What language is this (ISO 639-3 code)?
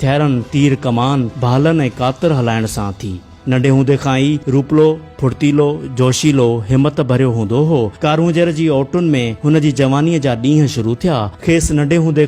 snd